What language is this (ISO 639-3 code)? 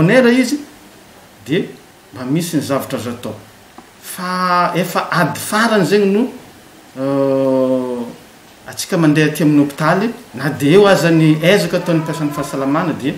mlg